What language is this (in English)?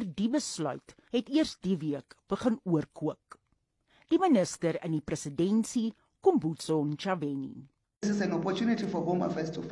Afrikaans